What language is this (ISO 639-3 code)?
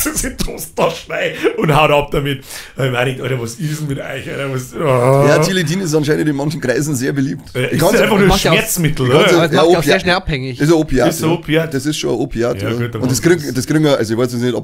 bar